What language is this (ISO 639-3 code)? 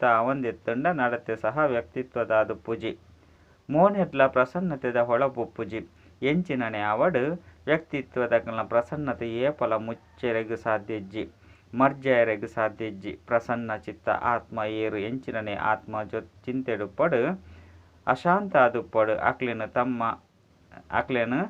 tcy